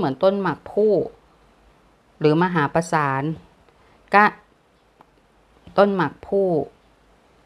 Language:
Thai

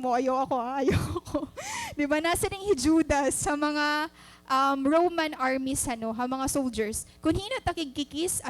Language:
Waray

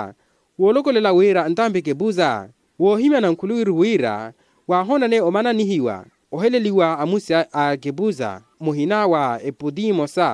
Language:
Makhuwa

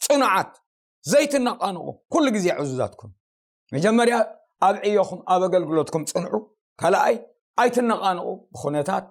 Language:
Tigrinya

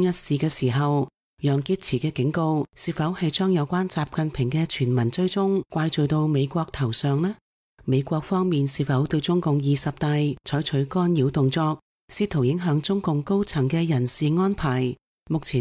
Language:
Cantonese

